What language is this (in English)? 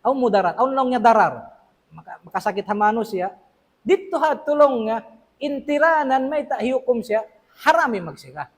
Tausug